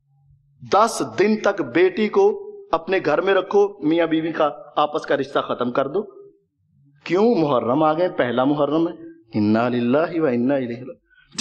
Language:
Urdu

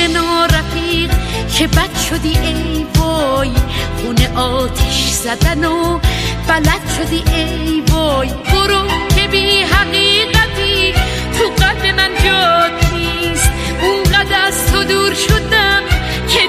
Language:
Persian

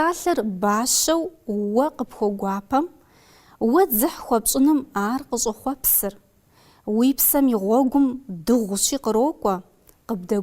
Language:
Kabardian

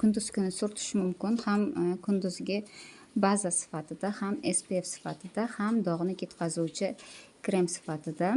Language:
Uzbek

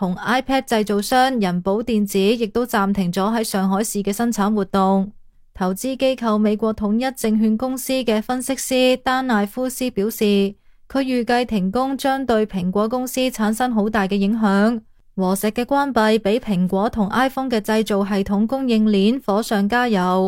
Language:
Cantonese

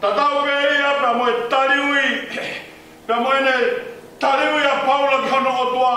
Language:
Tongan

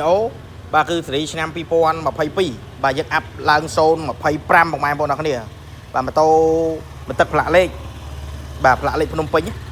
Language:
Khmer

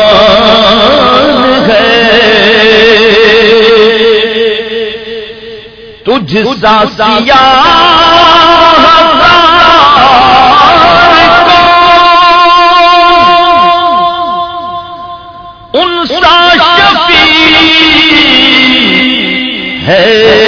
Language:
Urdu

